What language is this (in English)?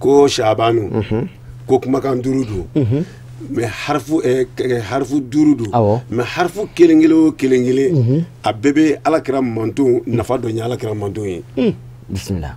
Bambara